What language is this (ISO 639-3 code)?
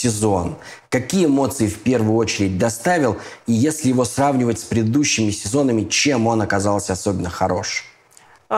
rus